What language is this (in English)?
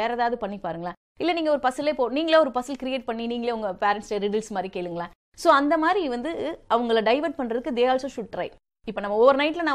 Tamil